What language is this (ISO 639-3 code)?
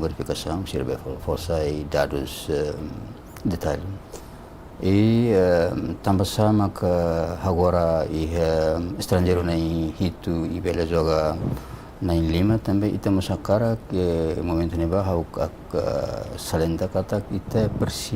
tet